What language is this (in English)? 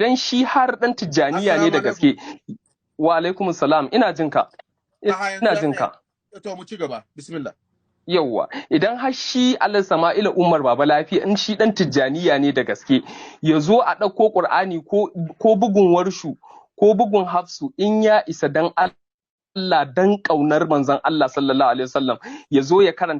Hausa